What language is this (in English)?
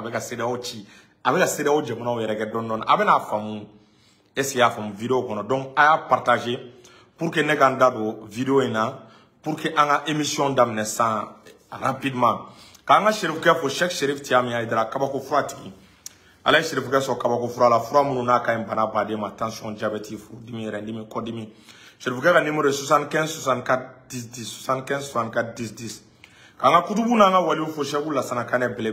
Bambara